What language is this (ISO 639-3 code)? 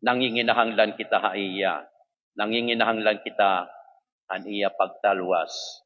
war